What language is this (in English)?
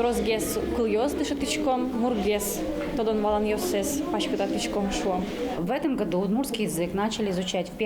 Udmurt